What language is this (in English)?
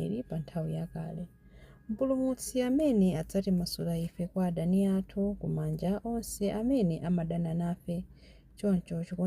Nyanja